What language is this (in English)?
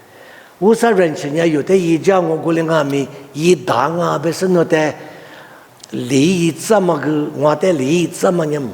Lisu